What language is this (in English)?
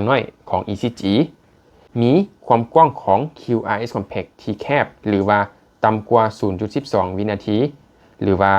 Lao